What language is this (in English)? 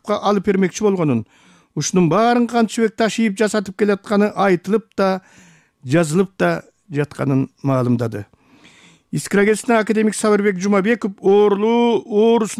Kyrgyz